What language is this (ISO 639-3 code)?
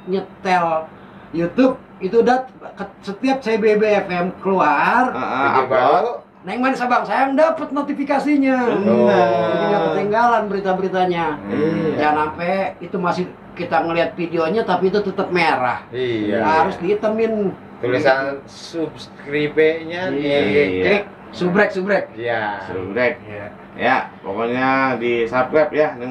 bew